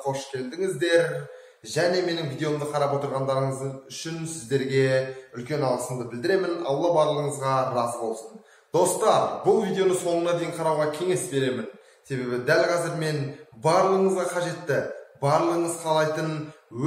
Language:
Kazakh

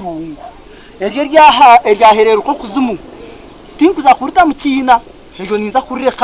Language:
Nyankole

